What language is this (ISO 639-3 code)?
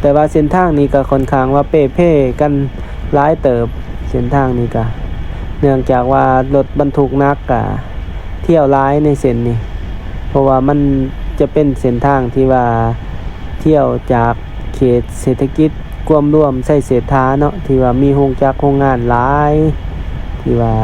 lao